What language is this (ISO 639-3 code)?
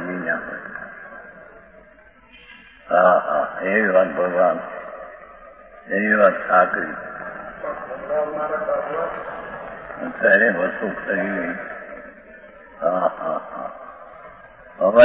guj